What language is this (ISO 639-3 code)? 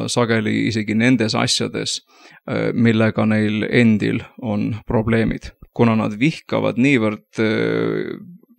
est